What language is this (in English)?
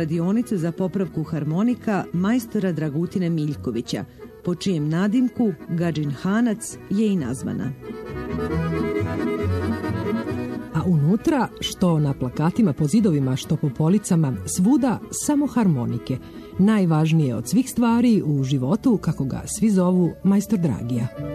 Serbian